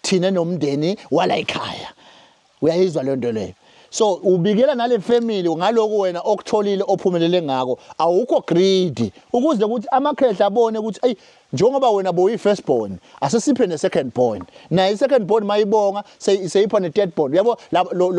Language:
Zulu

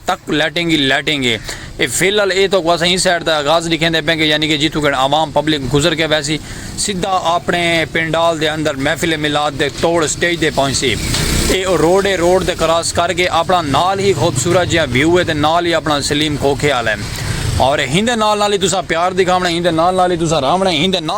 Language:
Saraiki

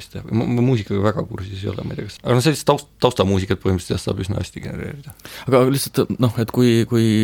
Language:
Estonian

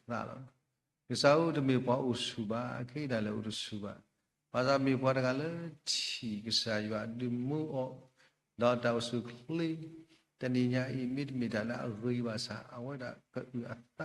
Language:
S'gaw Karen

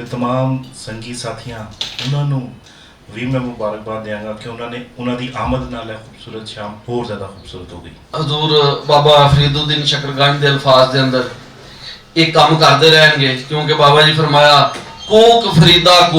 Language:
Western Panjabi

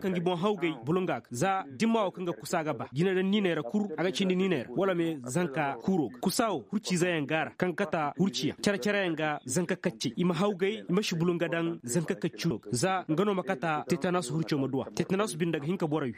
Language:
Koyraboro Senni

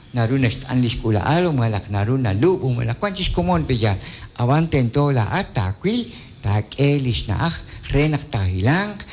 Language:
Kekchí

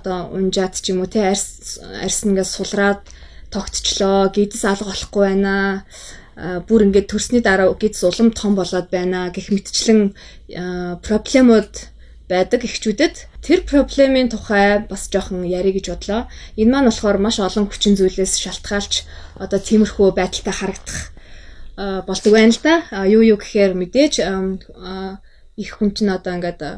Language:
Mongolian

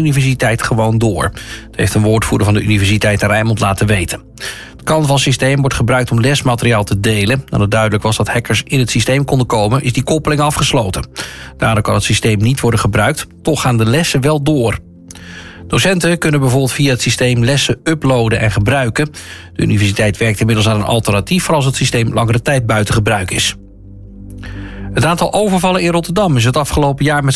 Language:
Dutch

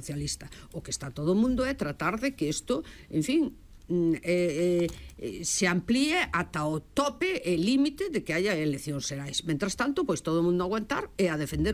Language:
Galician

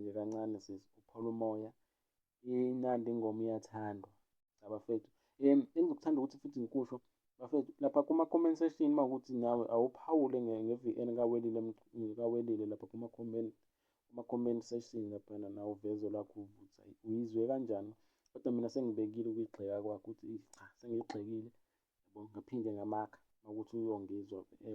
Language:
Zulu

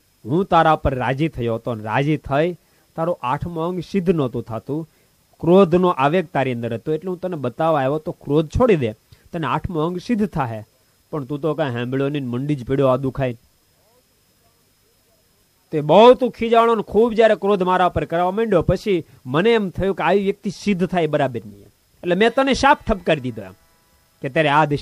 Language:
Gujarati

